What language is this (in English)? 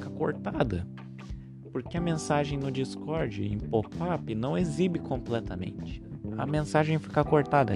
Portuguese